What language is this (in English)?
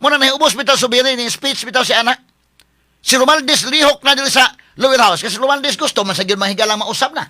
Cebuano